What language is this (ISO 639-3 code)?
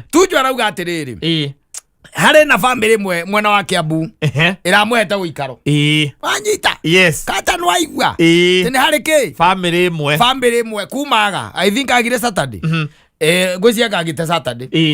kik